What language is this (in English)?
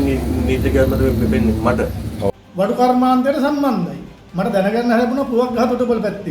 Sinhala